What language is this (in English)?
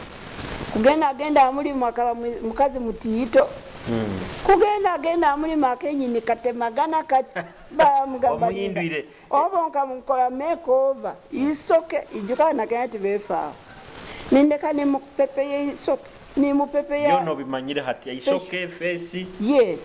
Nyoro